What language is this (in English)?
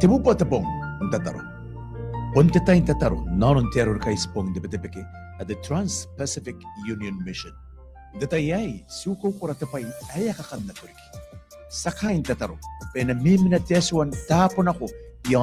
Gilbertese